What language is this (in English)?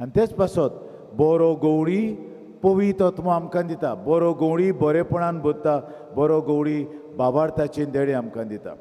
Konkani